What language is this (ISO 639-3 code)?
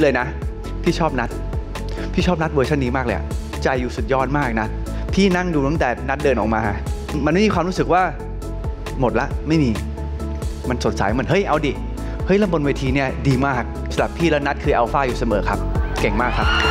tha